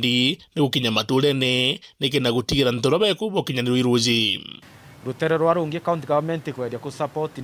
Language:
Meru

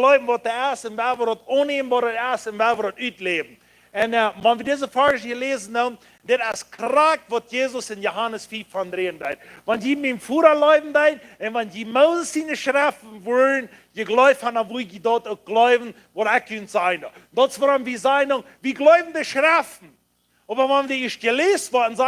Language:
Plautdietsch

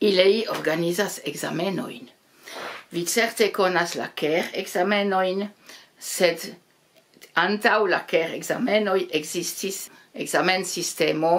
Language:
Esperanto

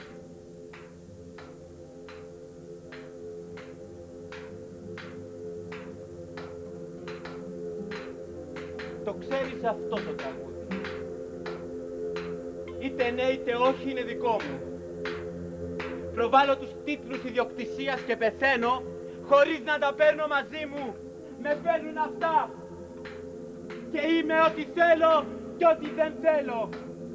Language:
Greek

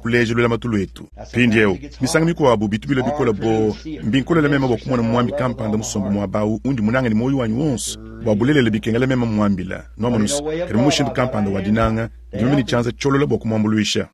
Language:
Luba-Lulua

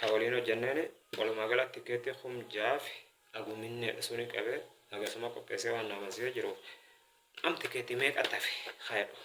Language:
Oromo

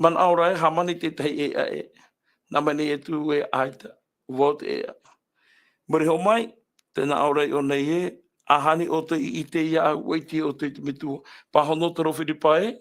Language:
Tahitian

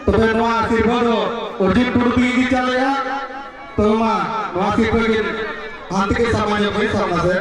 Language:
Santali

